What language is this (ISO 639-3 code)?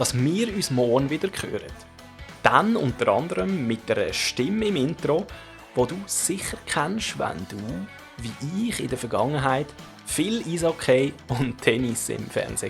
gsw